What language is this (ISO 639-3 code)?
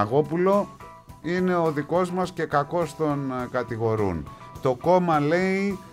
ell